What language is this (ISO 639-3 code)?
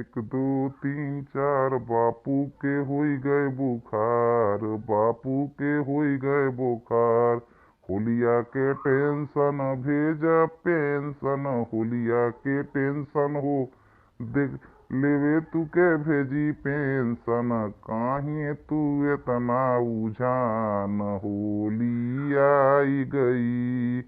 bho